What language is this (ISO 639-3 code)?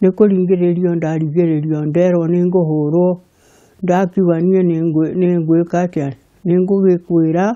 kik